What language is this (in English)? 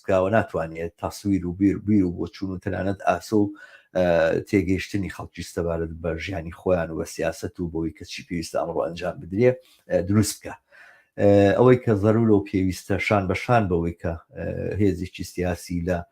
Central Kurdish